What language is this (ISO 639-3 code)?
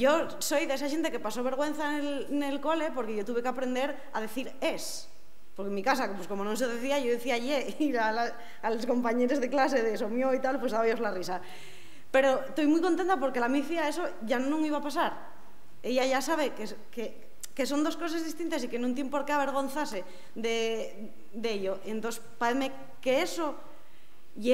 ast